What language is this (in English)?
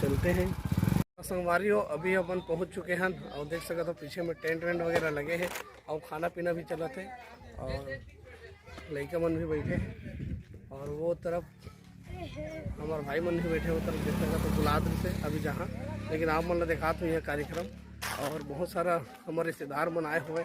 Chhattisgarhi